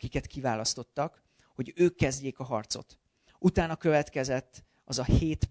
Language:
Hungarian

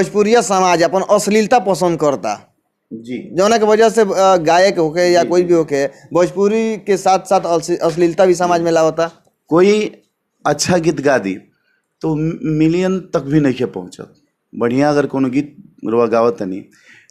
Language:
Bhojpuri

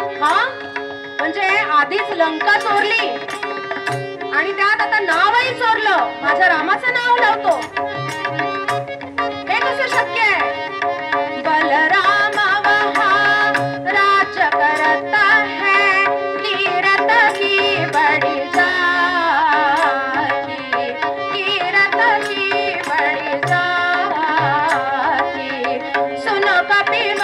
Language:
Marathi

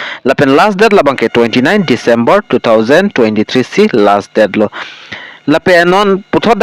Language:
Karbi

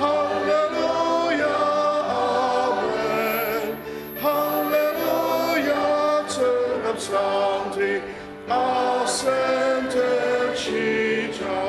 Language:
Ao Naga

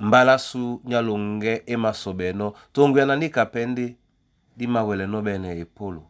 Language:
Duala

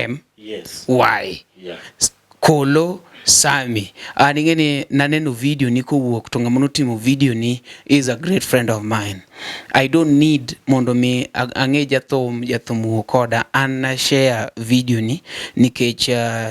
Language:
Luo (Kenya and Tanzania)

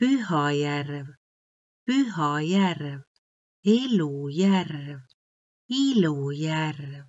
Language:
Estonian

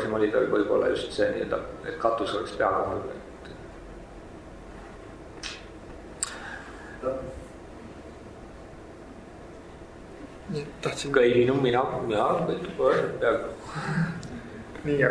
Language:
Estonian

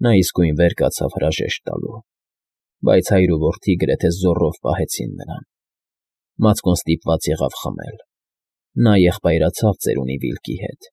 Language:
Armenian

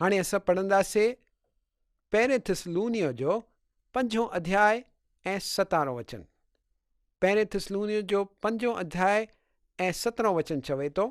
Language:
Sindhi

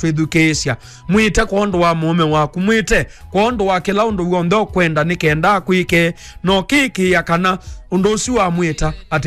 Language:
Kamba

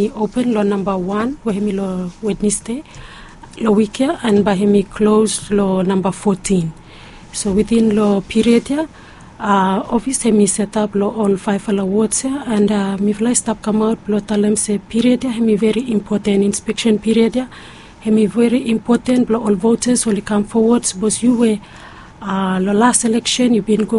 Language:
Bislama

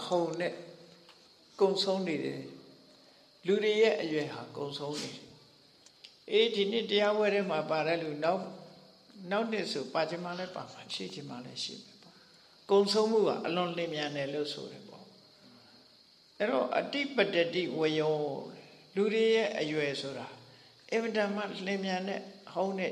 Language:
Burmese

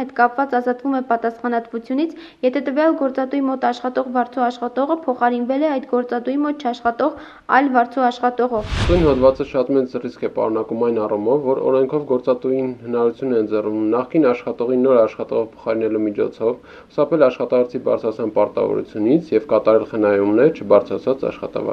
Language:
Armenian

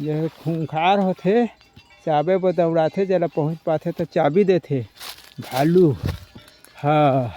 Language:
Chhattisgarhi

